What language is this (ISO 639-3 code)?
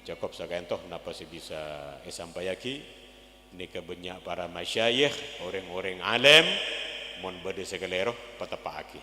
mad